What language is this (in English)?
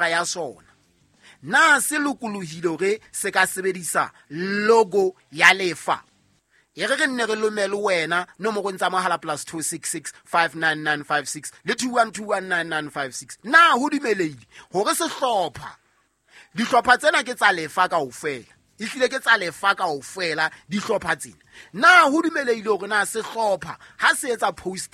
Southern Sotho